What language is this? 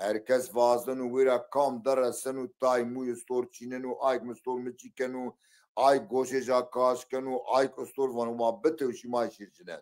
Zaza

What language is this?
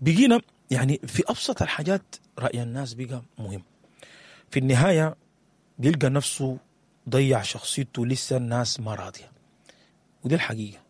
Sudanese Arabic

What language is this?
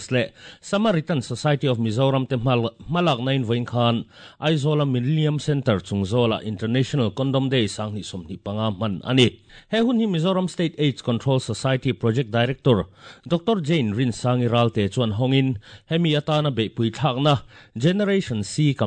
Mizo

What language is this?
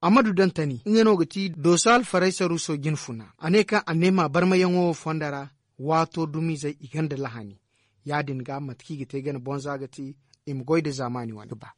Zarma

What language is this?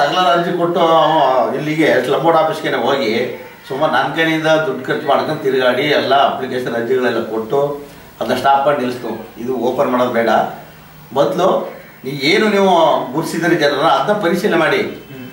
Kannada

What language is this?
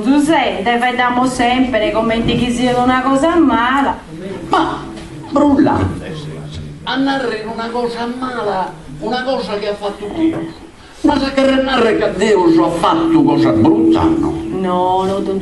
Sardinian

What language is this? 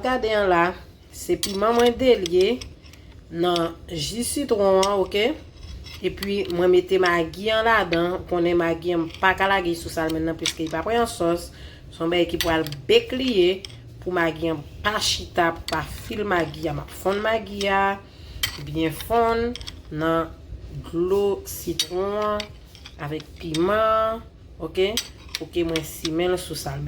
Haitian Creole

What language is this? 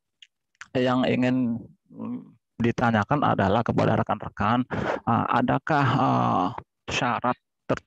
Indonesian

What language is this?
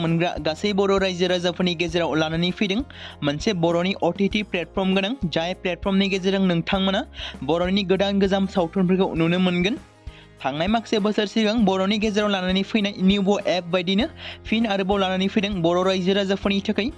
Bodo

